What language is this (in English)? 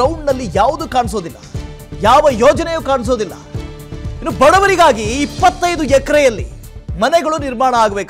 Kannada